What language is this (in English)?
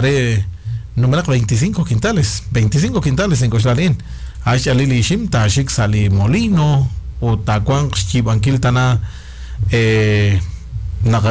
Kekchí